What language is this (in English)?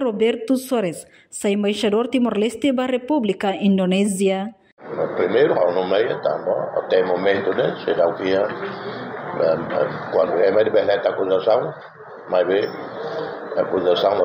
Tetum